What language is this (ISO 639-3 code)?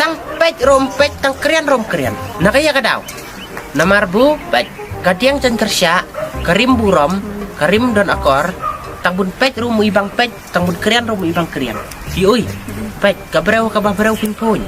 kha